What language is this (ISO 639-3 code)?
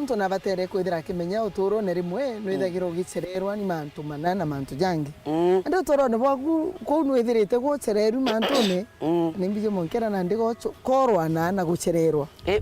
mer